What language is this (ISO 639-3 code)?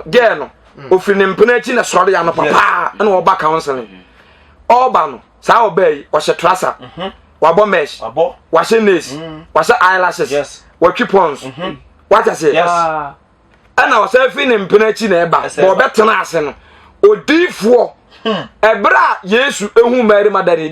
aka